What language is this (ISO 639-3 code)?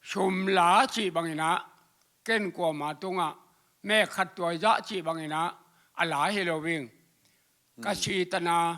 ctd